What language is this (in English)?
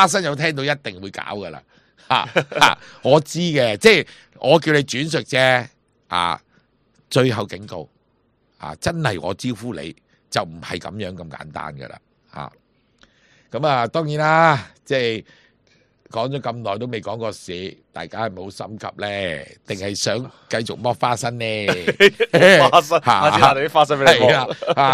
Cantonese